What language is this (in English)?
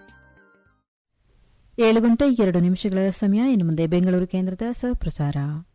Kannada